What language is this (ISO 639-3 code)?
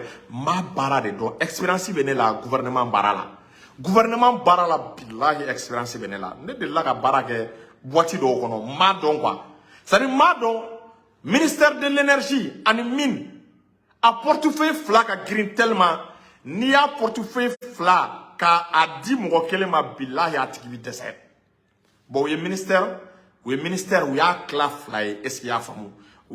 bam